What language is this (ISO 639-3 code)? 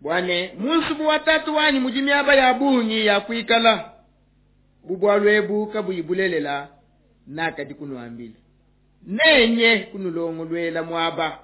lua